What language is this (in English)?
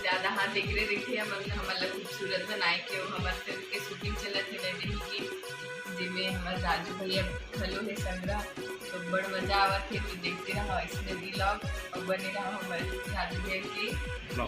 Chhattisgarhi